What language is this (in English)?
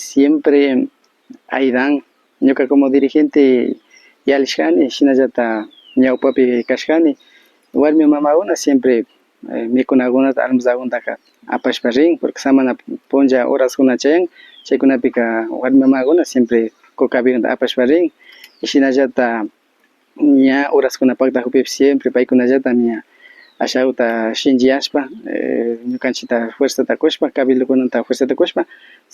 Imbabura Highland Quichua